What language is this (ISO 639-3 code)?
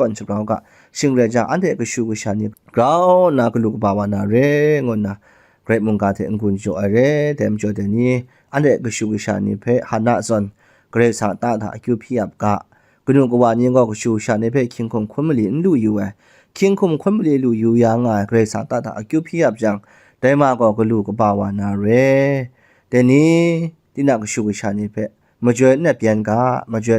kac